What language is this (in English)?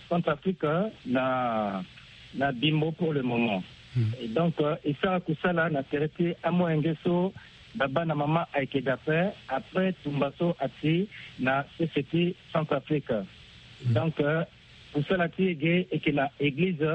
Sango